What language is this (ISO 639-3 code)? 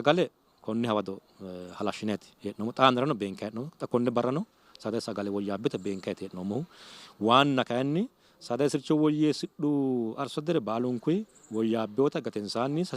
sid